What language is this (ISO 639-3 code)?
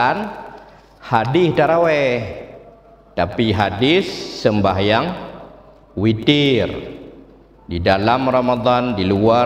ace